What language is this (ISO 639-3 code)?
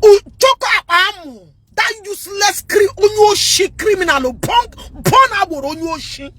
ibo